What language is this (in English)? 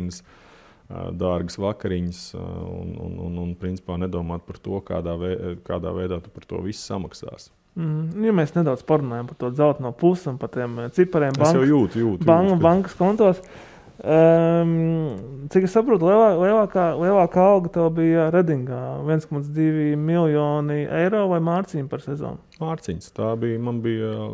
Latvian